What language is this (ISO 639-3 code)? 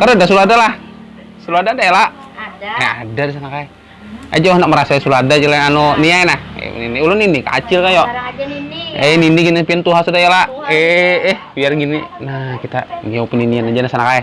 bjn